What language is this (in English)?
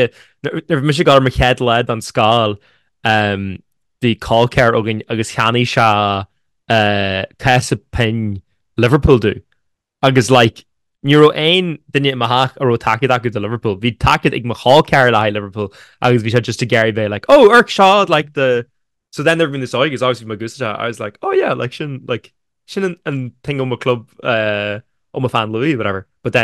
Irish